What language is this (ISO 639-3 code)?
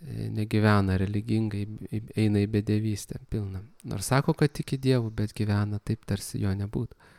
lit